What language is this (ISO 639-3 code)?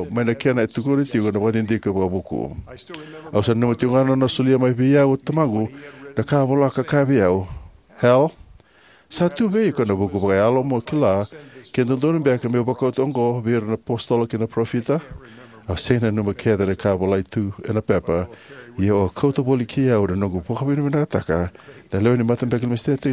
fij